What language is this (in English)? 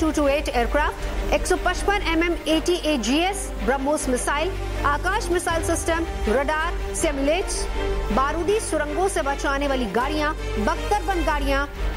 Hindi